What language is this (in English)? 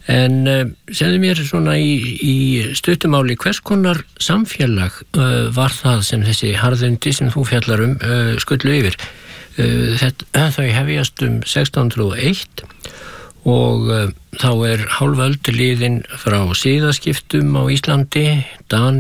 Icelandic